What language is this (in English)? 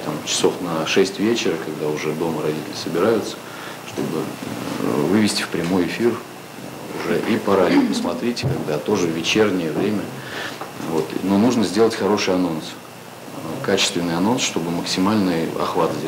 Russian